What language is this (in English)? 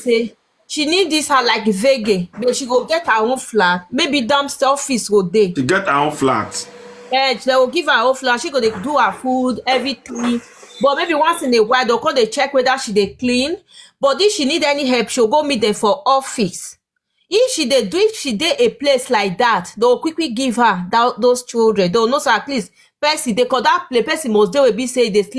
Nigerian Pidgin